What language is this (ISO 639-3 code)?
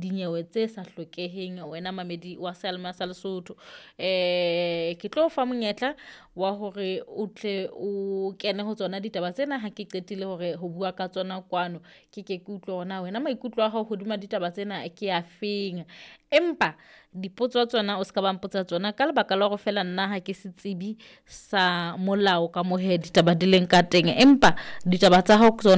sot